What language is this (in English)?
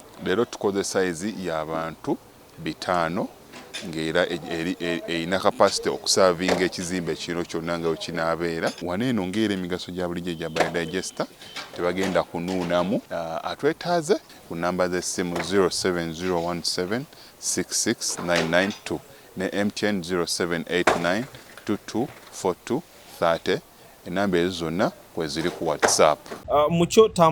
Ganda